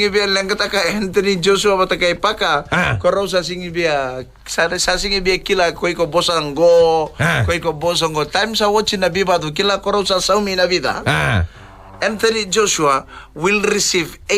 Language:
Fijian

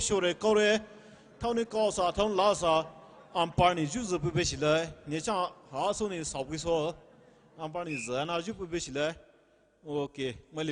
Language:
Poumei Naga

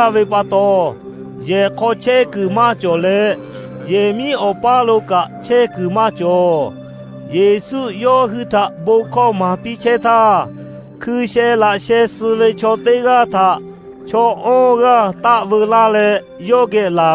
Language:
Lahu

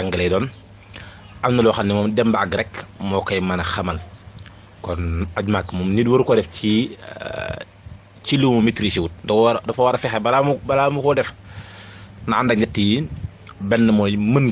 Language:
Wolof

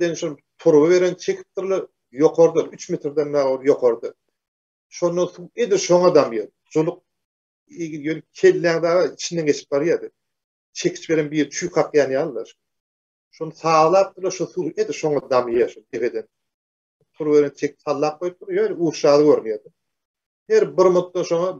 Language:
Turkmen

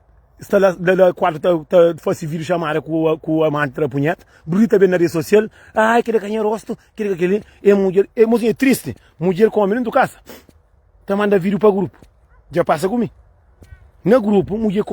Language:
Kabuverdianu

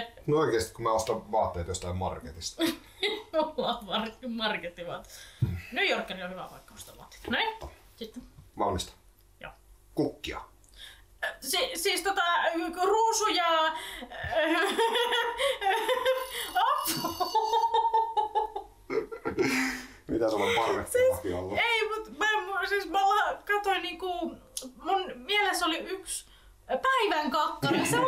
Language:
Finnish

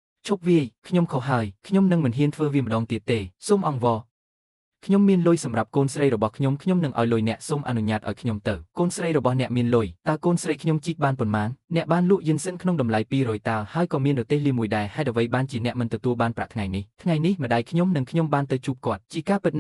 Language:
Khmer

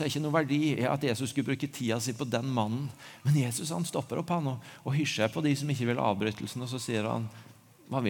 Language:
Norwegian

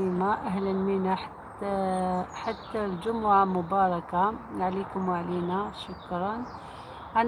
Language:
Algerian Arabic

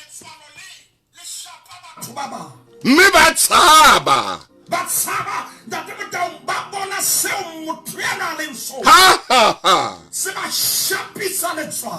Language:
Southern Sotho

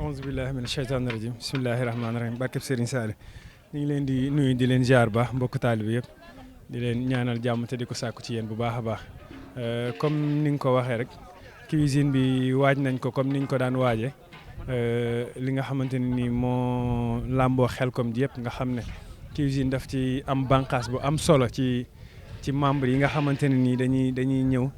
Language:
Wolof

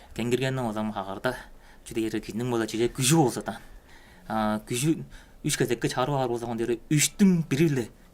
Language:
Tuvinian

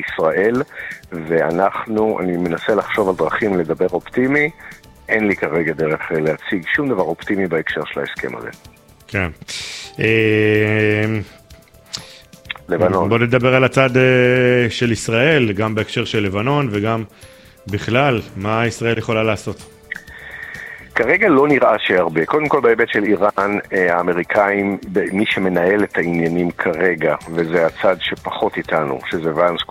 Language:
Hebrew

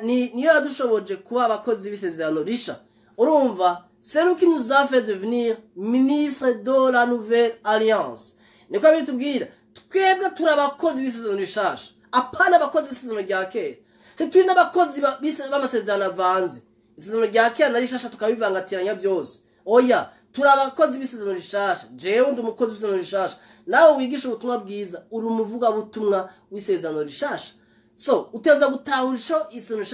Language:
Rundi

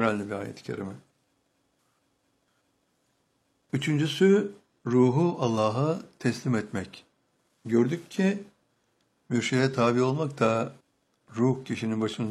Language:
Turkish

